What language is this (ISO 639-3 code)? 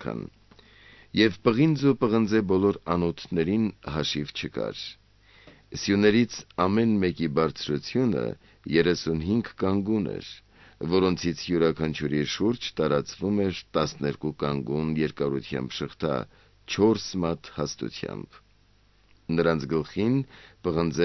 hye